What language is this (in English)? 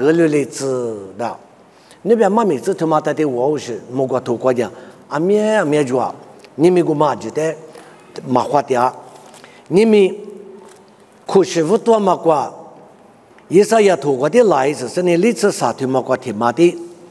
Lisu